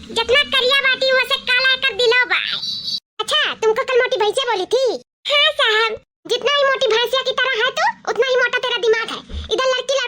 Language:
Awadhi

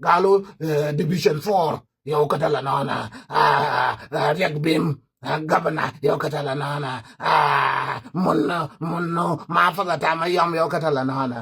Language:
Nuer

